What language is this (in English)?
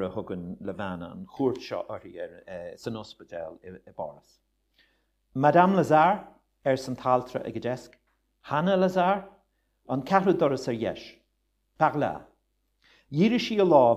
Irish